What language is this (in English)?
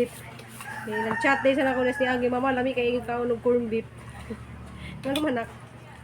Cebuano